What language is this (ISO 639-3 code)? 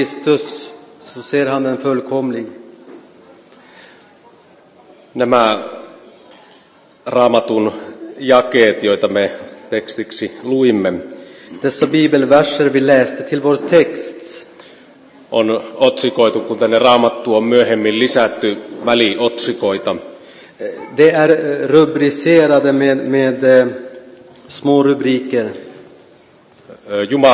fin